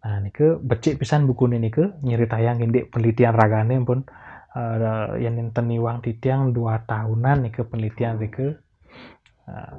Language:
Balinese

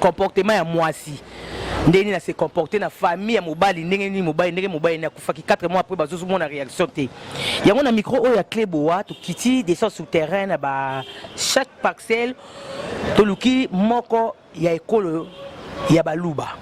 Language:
Lingala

